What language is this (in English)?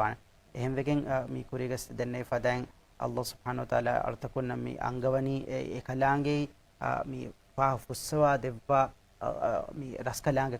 Divehi